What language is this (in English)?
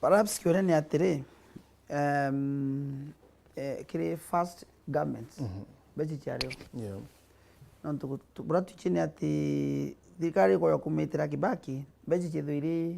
Meru